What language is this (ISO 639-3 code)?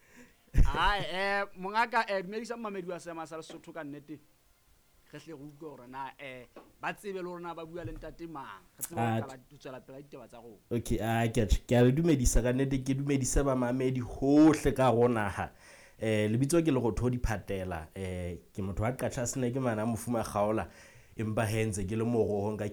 sot